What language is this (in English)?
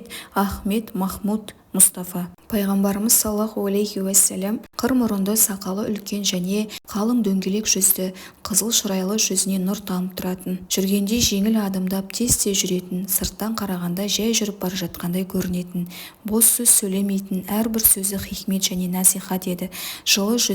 Kazakh